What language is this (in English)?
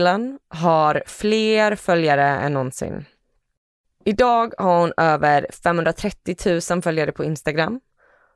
Swedish